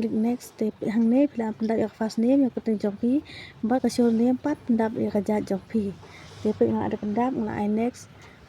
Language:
Khasi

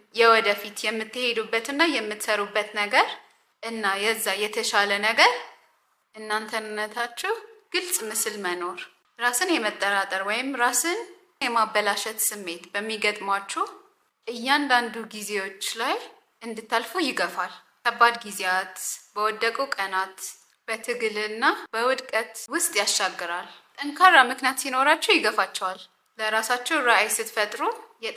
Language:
Amharic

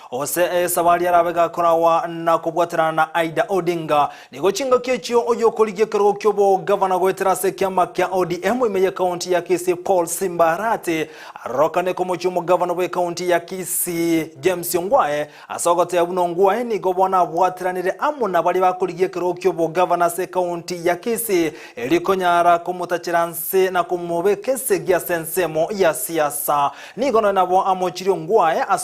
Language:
Gusii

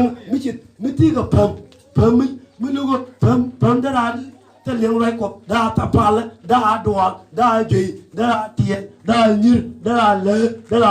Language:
Nuer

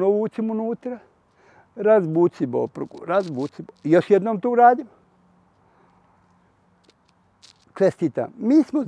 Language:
Bosnian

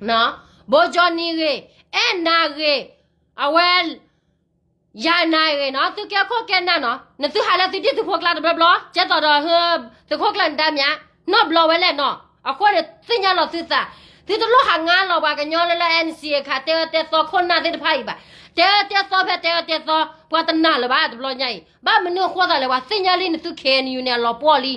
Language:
S'gaw Karen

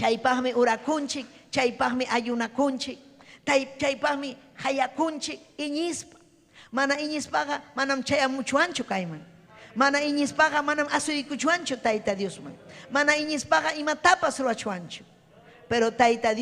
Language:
Ayacucho Quechua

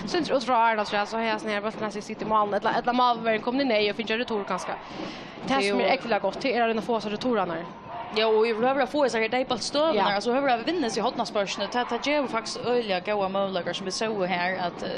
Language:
Faroese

